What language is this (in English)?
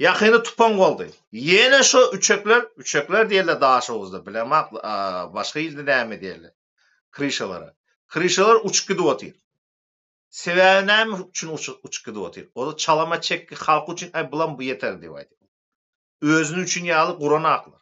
Turkmen